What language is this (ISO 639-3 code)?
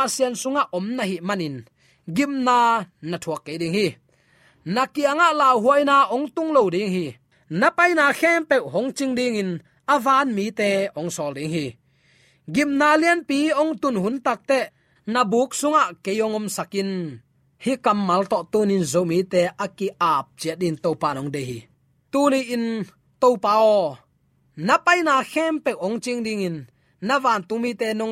ctd